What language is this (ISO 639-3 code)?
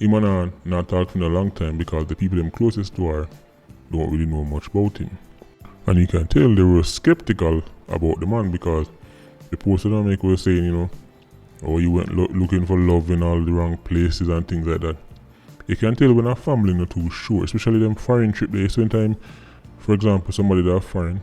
jam